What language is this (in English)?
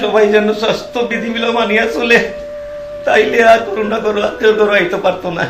Sylheti